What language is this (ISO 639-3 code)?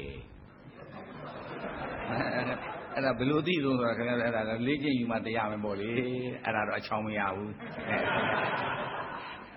mya